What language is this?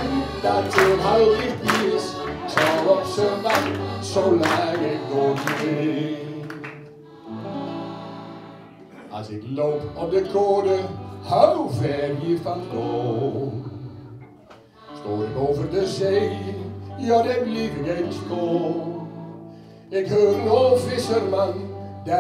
Dutch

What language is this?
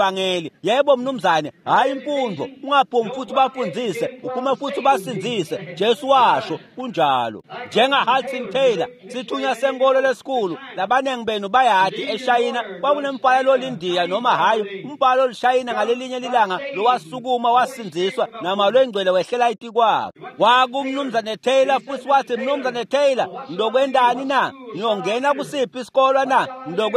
Swati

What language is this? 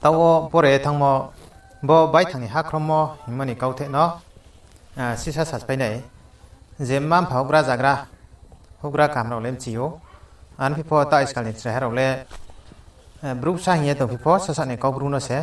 Riang (India)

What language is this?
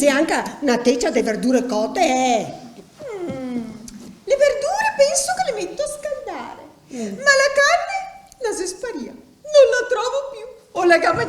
Venetian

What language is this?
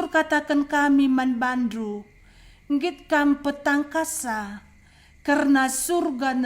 Batak Karo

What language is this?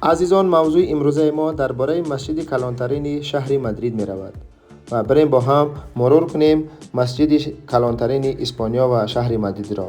Tajik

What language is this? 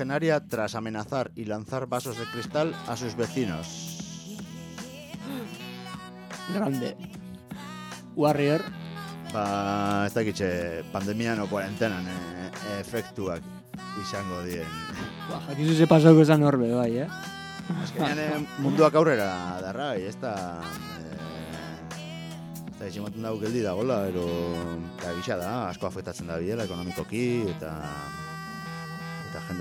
Basque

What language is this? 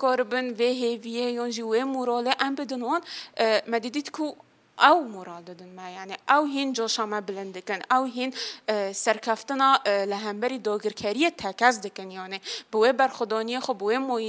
Kurdish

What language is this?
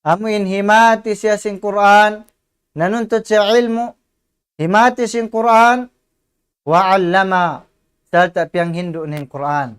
Tausug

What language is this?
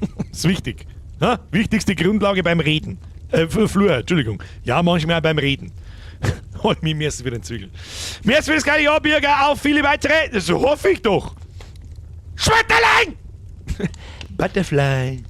Bavarian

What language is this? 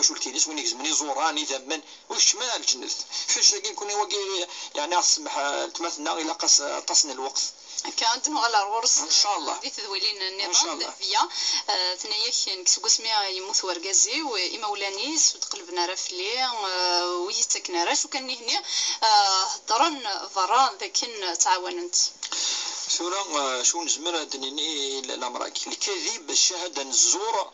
Kabyle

